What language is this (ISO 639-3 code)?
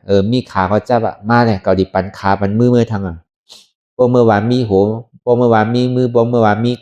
shn